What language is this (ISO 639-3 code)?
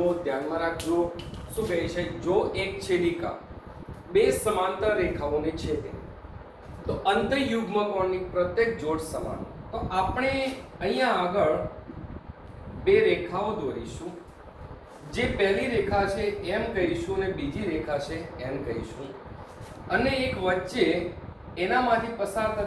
guj